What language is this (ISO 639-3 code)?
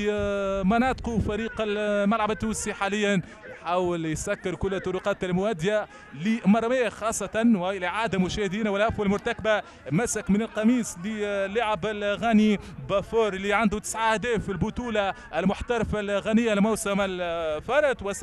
aeb